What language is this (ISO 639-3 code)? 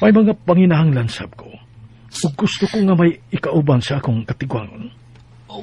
ceb